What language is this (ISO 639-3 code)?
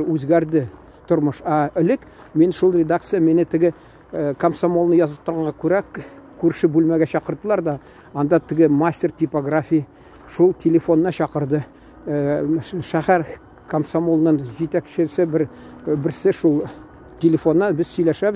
tat